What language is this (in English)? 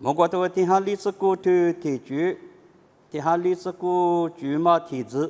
Lisu